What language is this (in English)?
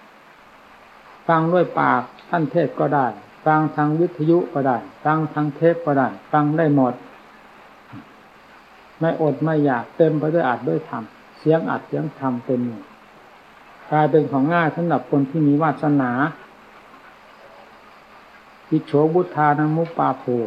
Thai